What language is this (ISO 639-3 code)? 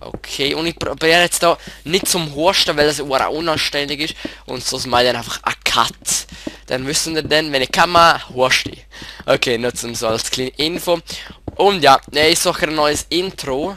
gsw